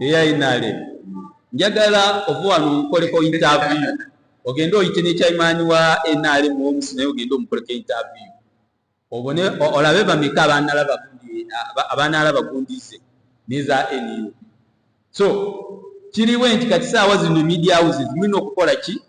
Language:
Ganda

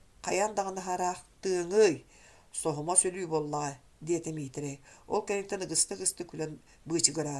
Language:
Yakut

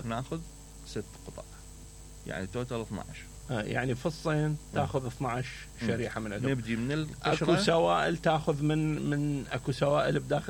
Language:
Mesopotamian Arabic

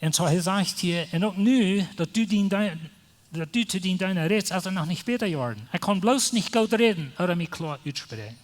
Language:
Plautdietsch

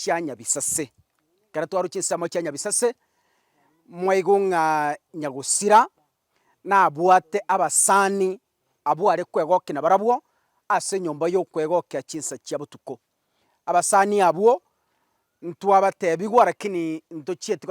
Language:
Gusii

